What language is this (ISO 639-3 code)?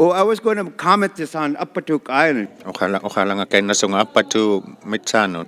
iku